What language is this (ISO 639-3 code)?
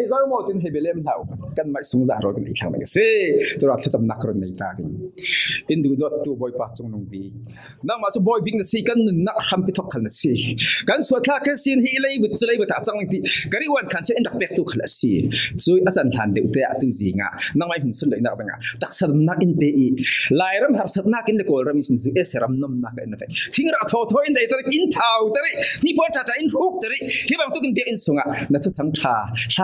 cfm